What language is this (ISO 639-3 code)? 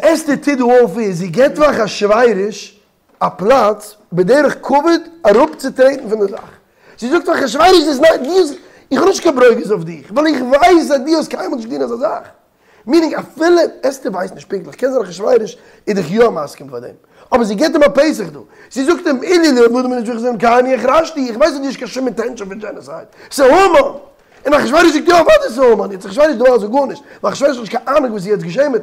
yid